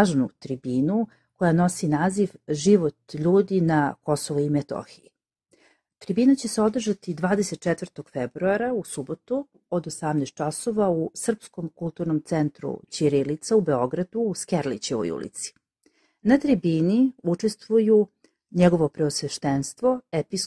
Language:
Serbian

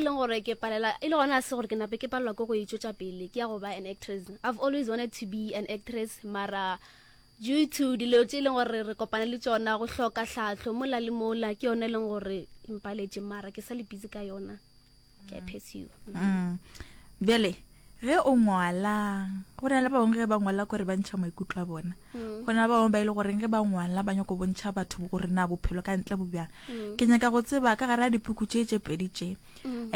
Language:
Northern Sotho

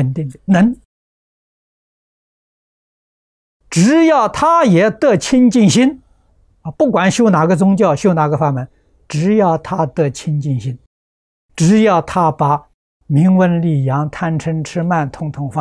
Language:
Chinese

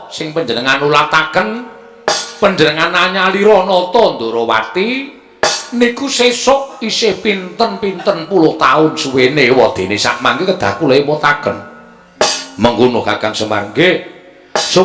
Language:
Javanese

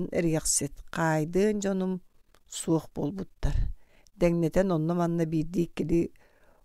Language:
Yakut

